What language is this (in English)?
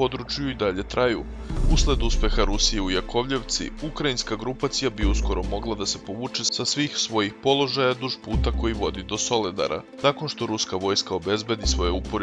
Serbian